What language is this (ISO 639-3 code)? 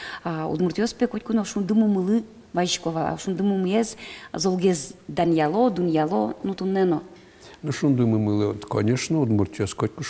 udm